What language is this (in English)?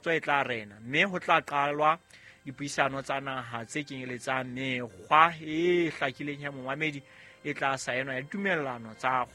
Southern Sotho